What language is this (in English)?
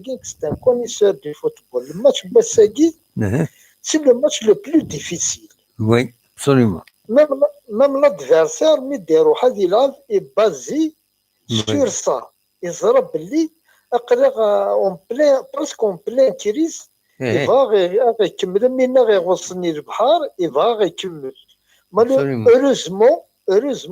Kabyle